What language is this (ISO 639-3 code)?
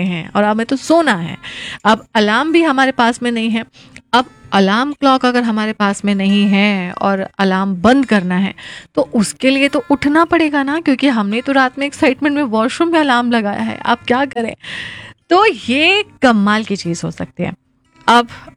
hin